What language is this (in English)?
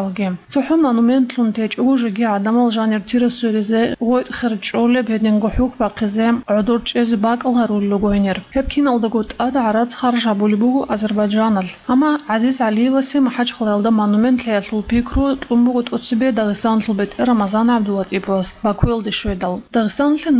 Avaric